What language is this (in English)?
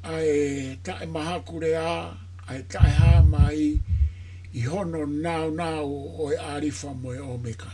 Tongan